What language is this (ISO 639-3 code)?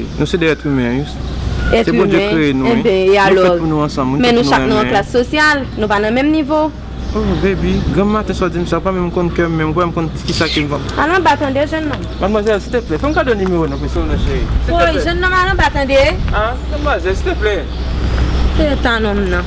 hat